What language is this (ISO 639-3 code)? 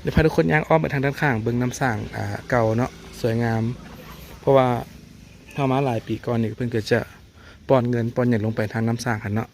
lao